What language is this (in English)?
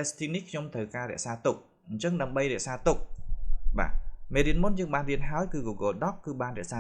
Khmer